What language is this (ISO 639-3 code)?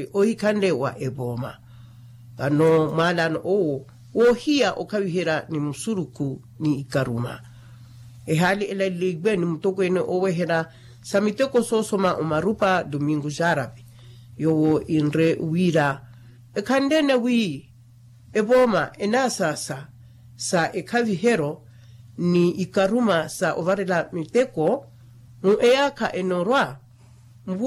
vmw